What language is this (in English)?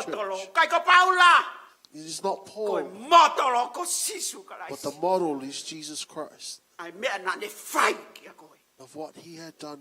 Tongan